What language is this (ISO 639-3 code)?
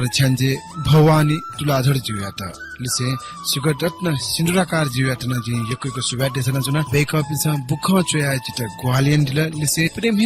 new